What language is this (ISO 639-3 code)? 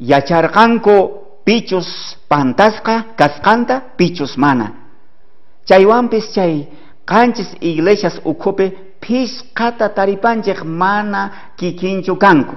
quh